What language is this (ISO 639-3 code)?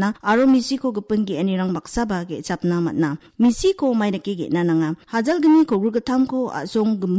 grt